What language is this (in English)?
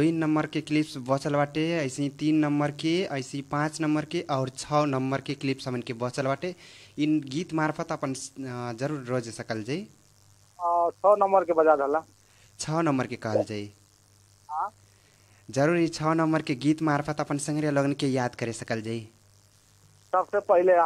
Bhojpuri